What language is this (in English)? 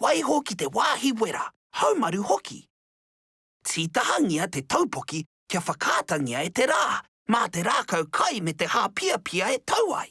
Māori